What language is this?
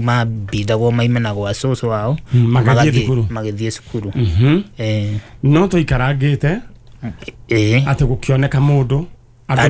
Kikuyu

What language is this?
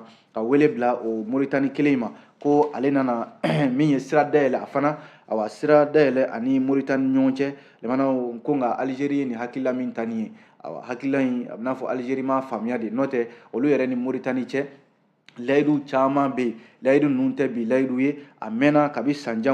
Bambara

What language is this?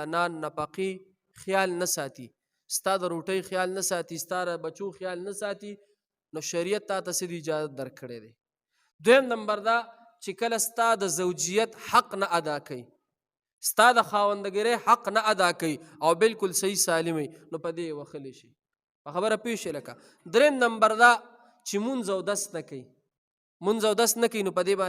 Pashto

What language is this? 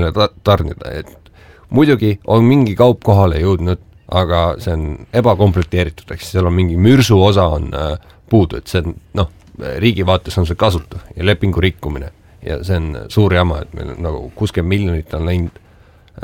Estonian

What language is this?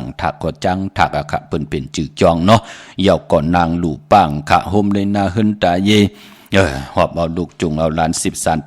Shan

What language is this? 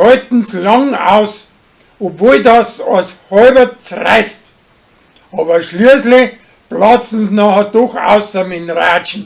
Bavarian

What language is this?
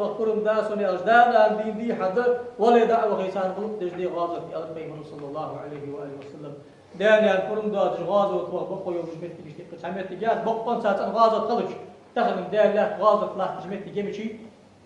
Ingush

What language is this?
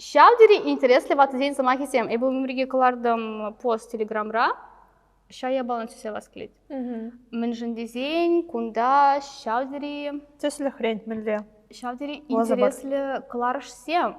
Chuvash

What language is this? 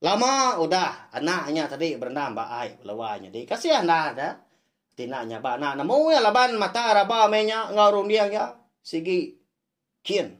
Iban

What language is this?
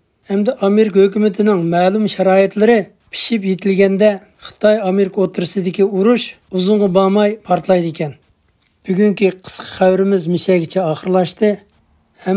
Uyghur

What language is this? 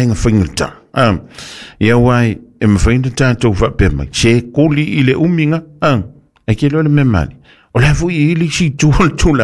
Samoan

